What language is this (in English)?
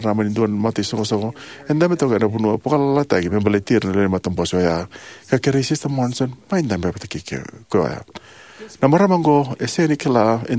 Fijian